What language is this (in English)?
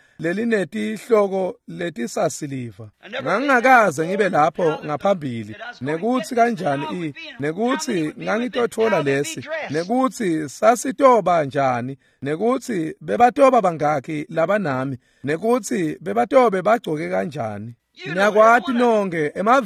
Swati